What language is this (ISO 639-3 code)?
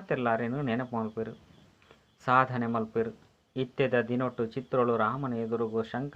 tcy